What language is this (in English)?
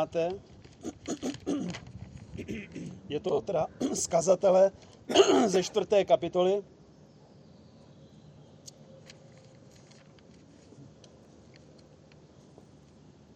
Czech